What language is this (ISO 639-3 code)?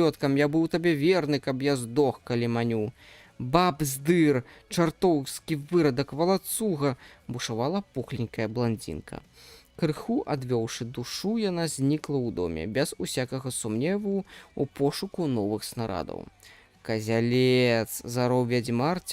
bel